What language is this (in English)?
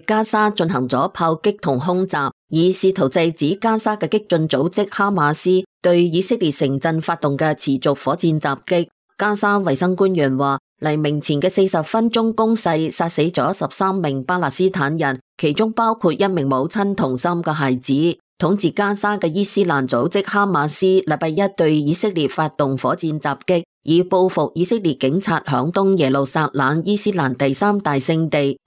Cantonese